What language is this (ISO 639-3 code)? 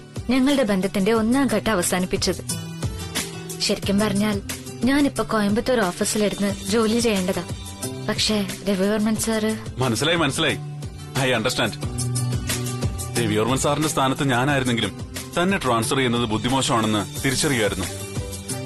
mal